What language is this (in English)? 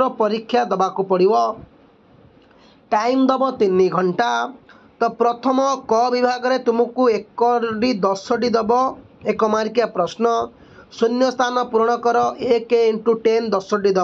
Odia